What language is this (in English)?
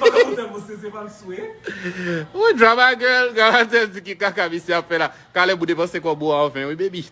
Haitian Creole